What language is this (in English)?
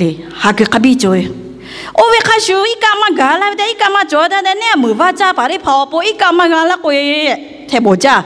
Lahu